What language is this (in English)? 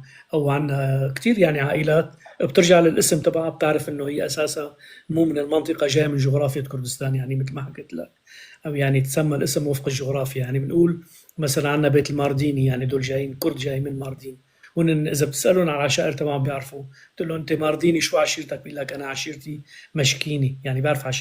North Levantine Arabic